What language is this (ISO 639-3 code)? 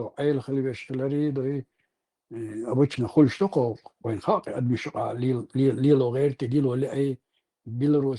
che